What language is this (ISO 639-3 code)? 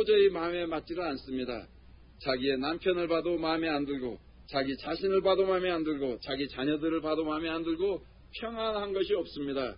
kor